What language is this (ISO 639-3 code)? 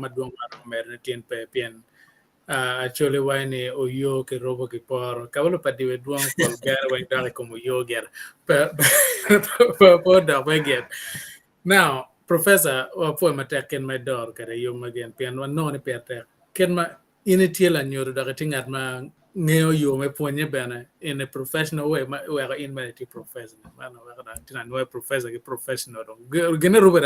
ach